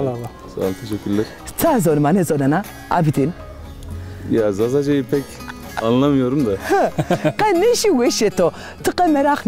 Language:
Zaza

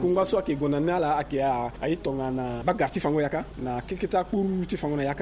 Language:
Sango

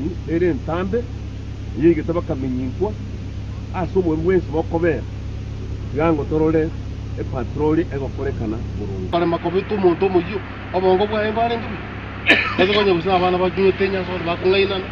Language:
Gusii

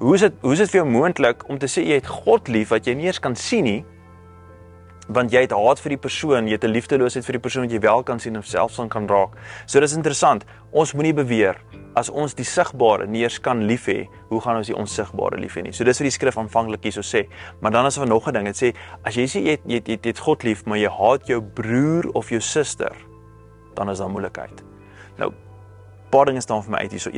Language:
Afrikaans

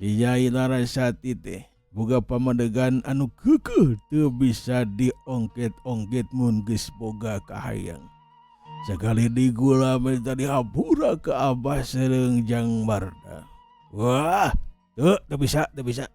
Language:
Sundanese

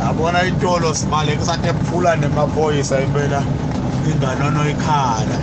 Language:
Swati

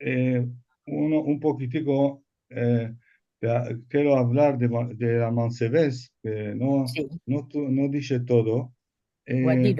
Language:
Ladino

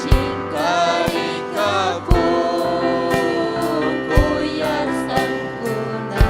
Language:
Ayacucho Quechua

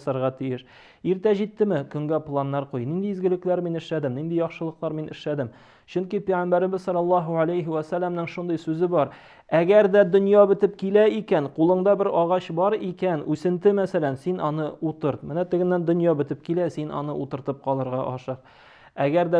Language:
Tatar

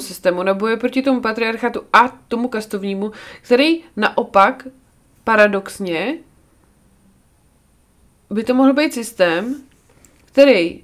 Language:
Czech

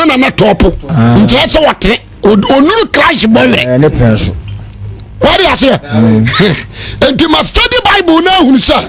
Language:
Akan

